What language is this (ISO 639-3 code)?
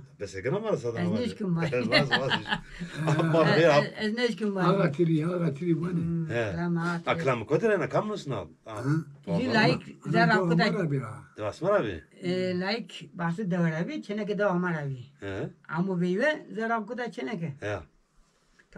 zza